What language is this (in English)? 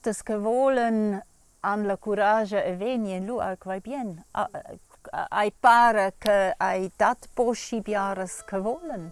Romansh